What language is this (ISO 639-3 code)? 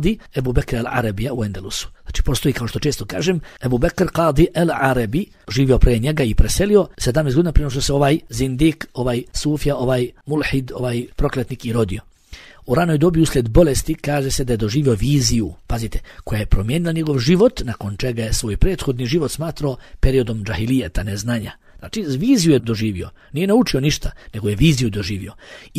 bos